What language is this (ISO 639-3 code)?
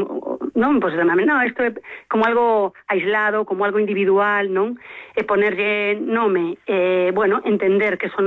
glg